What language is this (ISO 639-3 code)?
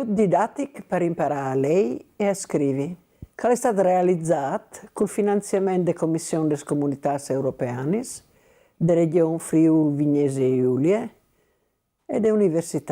fur